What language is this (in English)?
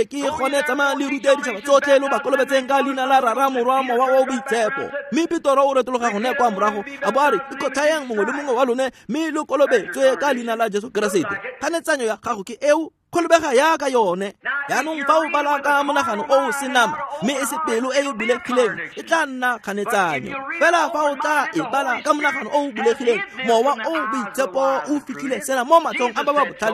Tswana